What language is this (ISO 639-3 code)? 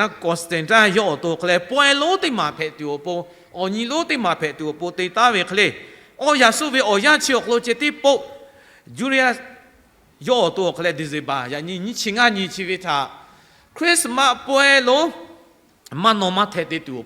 lhu